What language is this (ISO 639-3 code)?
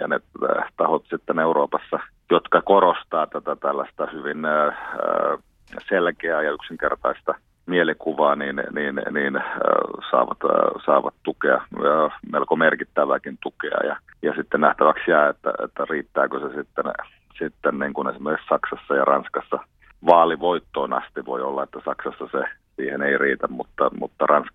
fin